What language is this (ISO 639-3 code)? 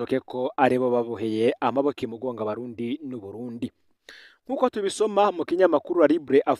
run